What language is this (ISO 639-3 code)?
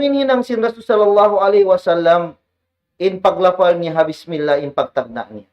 tsg